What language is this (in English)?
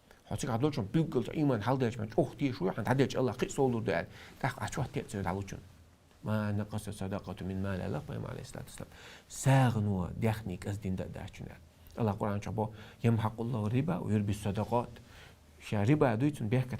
Chechen